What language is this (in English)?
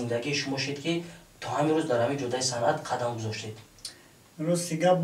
Tajik